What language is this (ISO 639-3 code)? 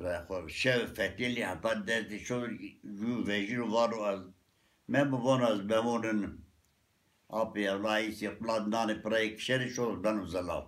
zza